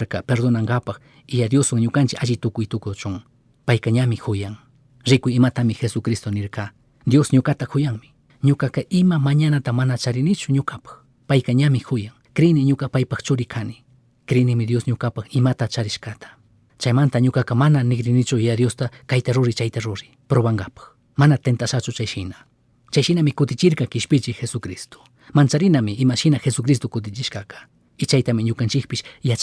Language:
Chimborazo Highland Quichua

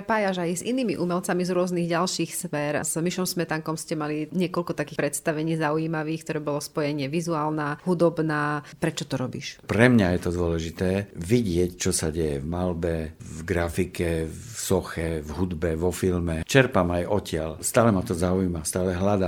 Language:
Slovak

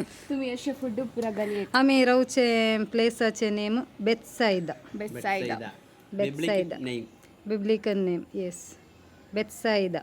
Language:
Konkani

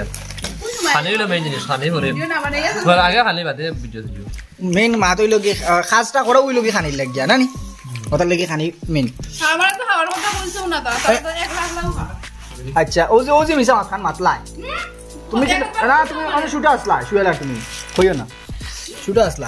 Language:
Sylheti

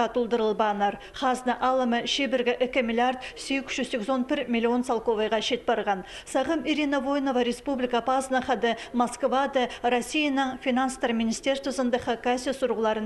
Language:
Khakas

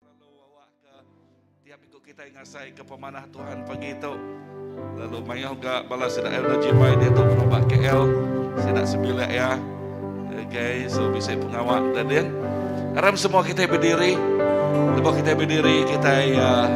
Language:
Iban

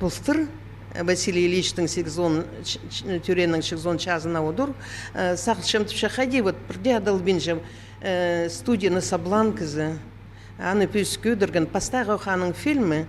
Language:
Khakas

